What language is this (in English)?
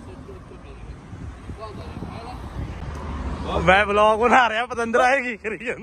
Punjabi